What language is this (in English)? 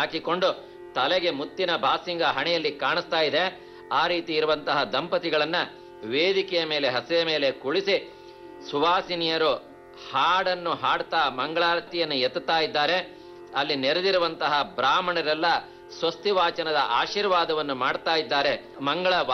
Kannada